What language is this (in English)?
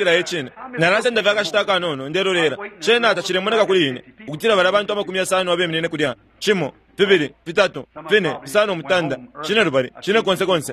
Bemba